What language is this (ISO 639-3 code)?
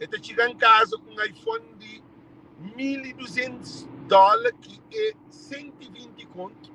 kea